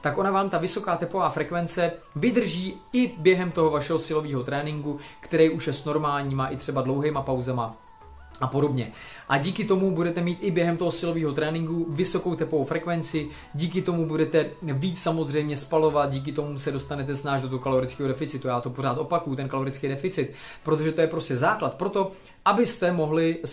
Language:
Czech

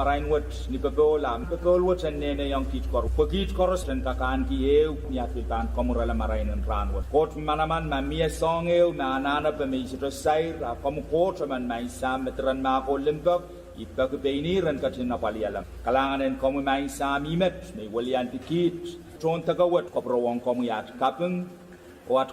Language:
Pohnpeian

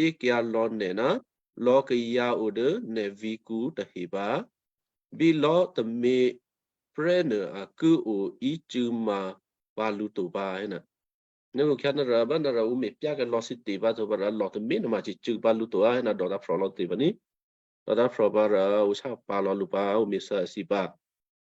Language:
Western Kayah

